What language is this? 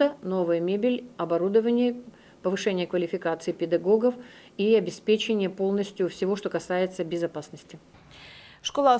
Udmurt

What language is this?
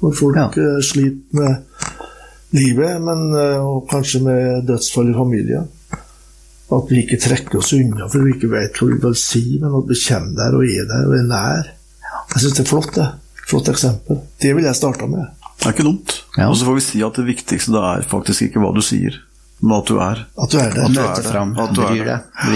Norwegian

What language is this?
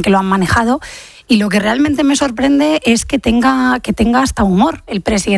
Spanish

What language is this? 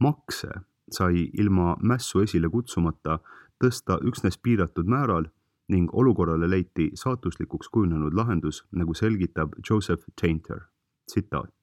Estonian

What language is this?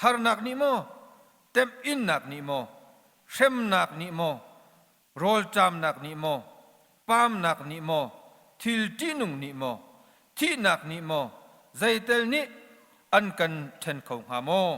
Hakha Chin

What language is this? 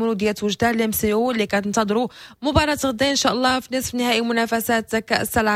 Moroccan Arabic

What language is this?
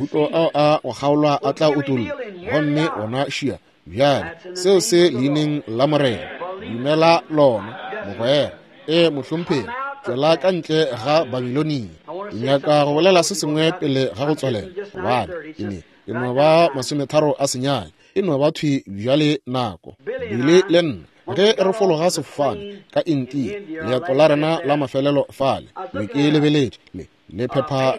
Northern Sotho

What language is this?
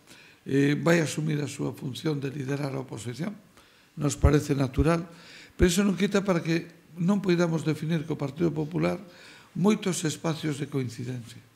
Galician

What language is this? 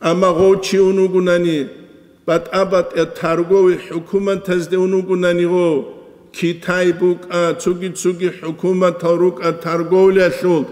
Avaric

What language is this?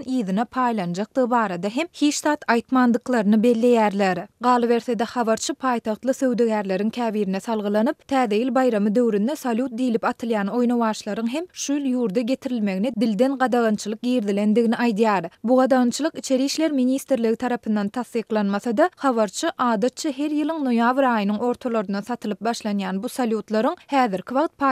Turkmen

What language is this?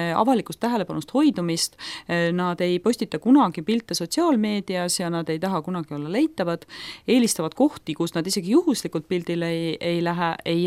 Estonian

